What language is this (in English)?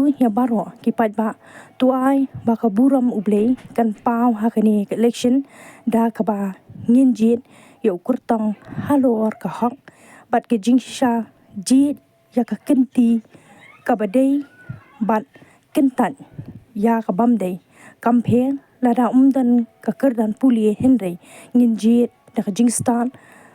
Khasi